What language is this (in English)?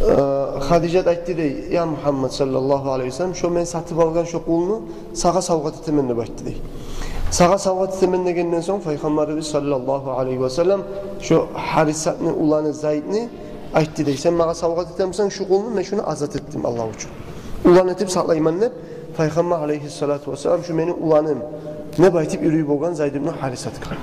Kumyk